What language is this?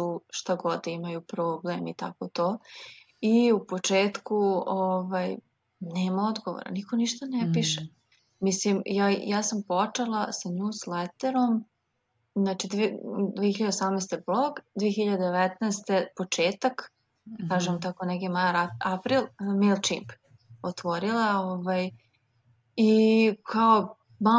Serbian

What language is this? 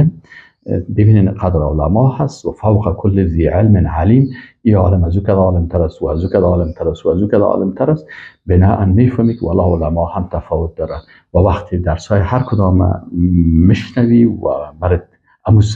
Persian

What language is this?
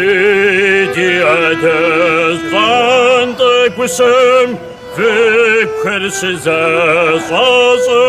Kabardian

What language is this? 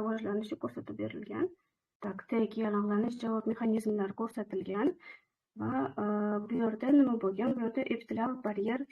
Uzbek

